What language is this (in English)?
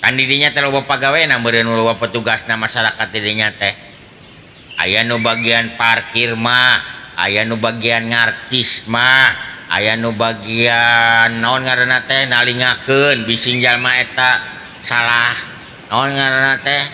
Sundanese